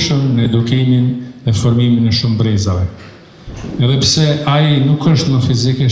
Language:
Albanian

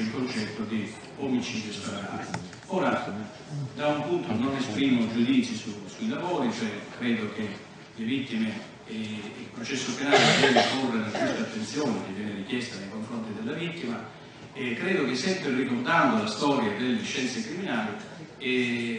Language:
Italian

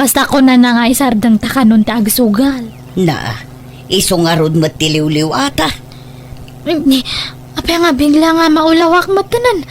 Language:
Iloko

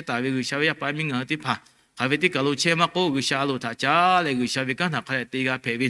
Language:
Lahu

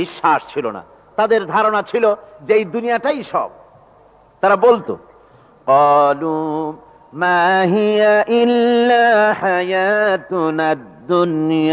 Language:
Bangla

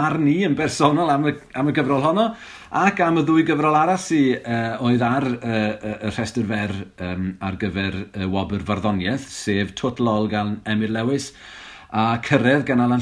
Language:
Welsh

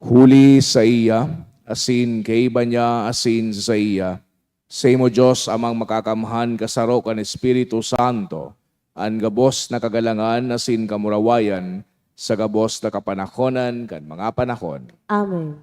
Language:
Bikol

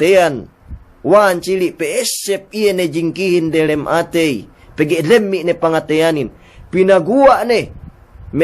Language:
Yakan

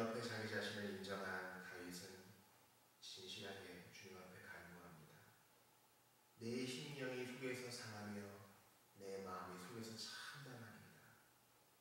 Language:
Korean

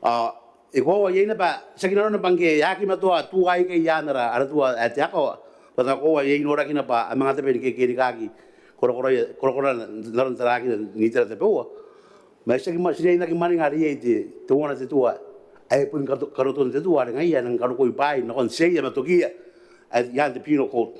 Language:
Gilbertese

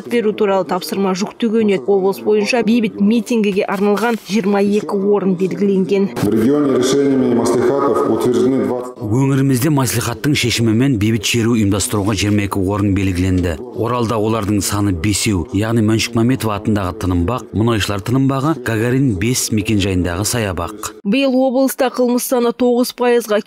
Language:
Kazakh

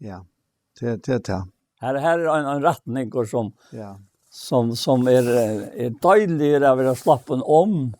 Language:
Faroese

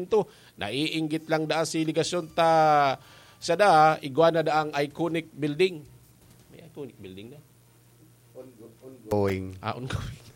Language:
Bikol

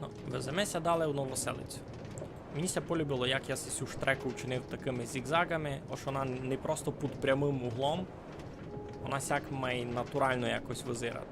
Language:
Rusyn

